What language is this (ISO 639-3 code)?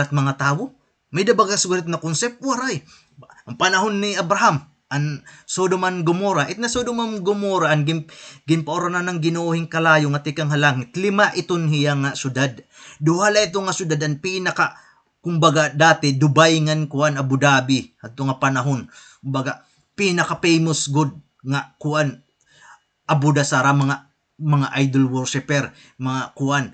war